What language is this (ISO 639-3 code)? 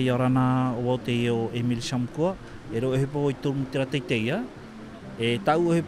tah